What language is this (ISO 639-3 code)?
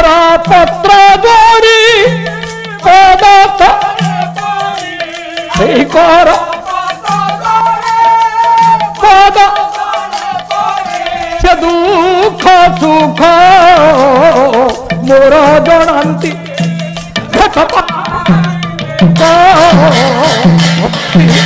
ori